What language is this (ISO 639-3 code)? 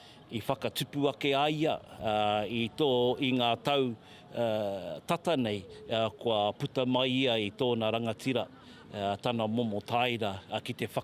mri